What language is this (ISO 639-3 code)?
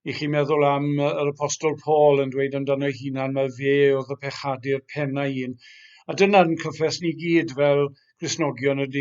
cym